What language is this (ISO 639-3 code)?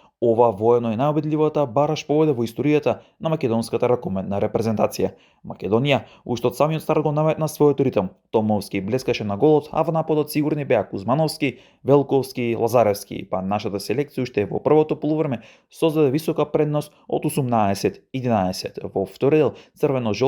mkd